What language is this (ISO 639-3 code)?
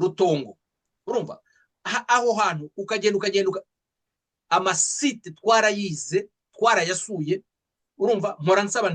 kin